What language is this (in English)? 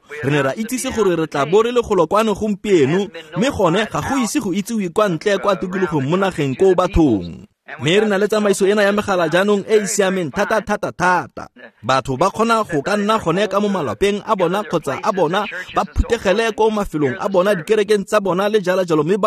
Tswana